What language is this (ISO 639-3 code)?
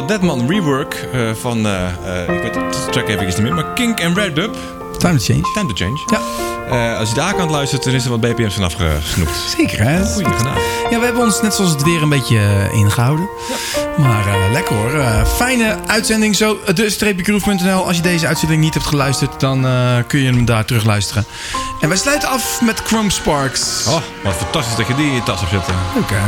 nld